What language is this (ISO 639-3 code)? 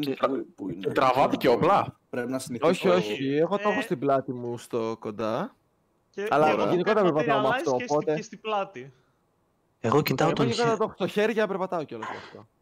ell